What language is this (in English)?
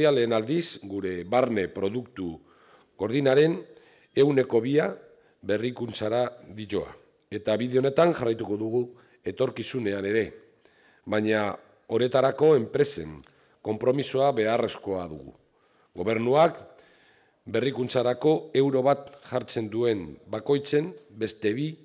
Basque